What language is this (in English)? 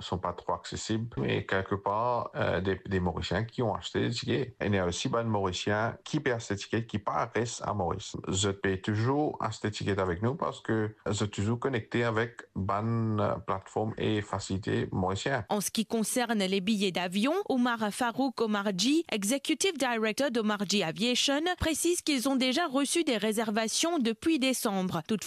Morisyen